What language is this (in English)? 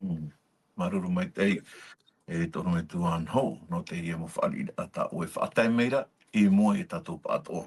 Tahitian